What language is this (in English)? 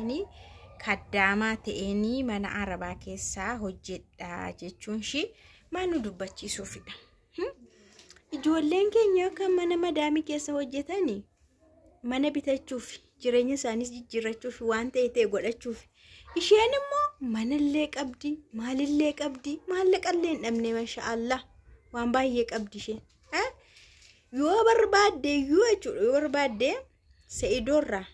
Oromo